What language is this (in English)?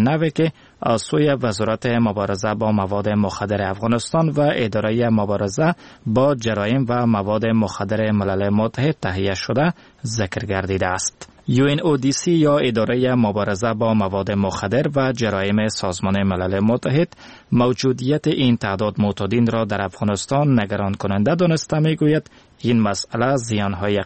Persian